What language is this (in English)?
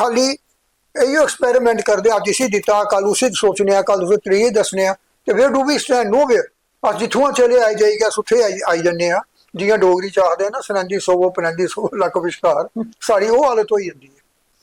Dogri